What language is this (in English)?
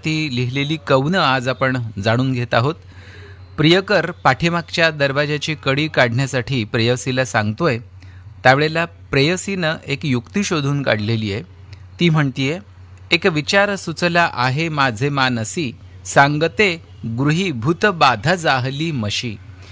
Marathi